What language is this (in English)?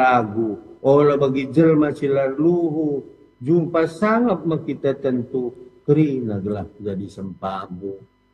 Batak Karo